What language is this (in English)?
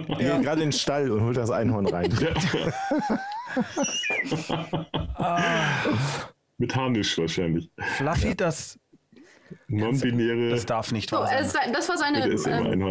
German